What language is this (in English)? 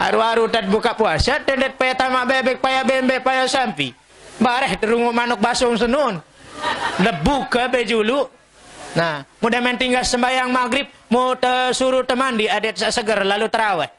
Sasak